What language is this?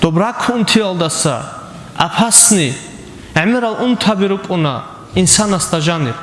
Avaric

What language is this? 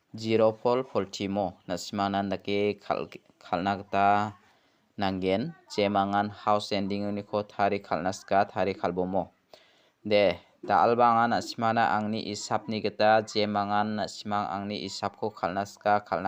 Garo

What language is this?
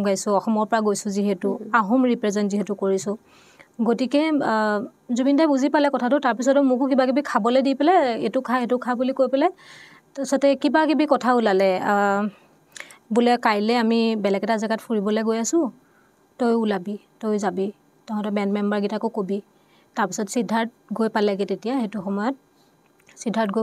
Assamese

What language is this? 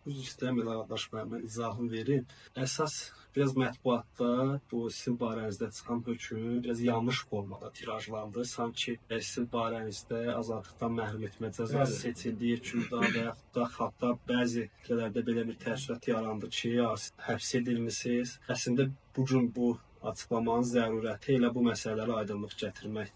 Azerbaijani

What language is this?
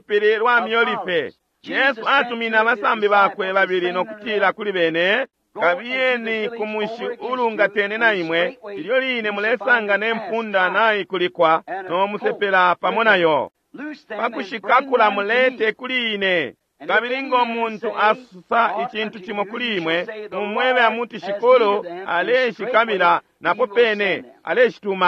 Bemba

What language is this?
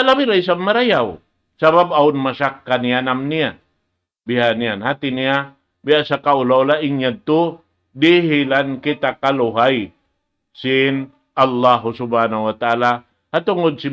Tausug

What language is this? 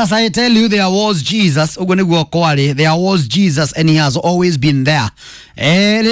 Kikuyu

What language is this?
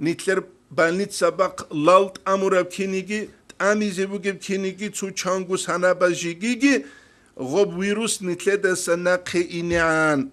Avaric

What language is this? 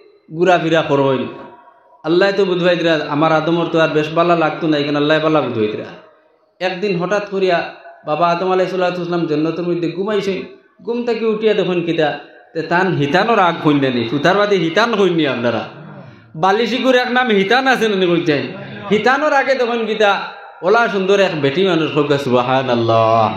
Sylheti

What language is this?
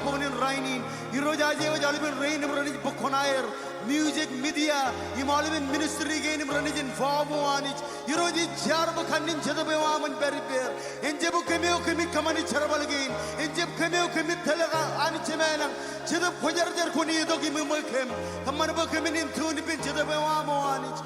Marshallese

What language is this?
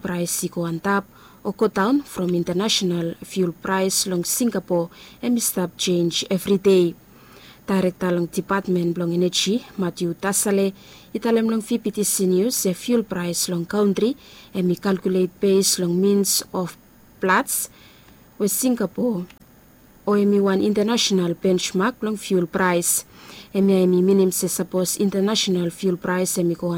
Bislama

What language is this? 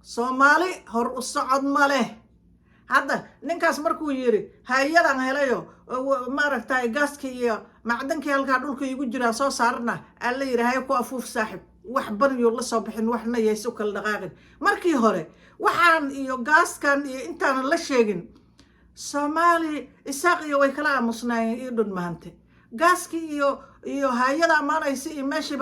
Somali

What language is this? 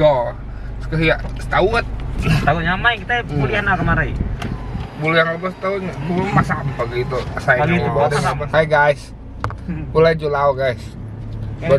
Iban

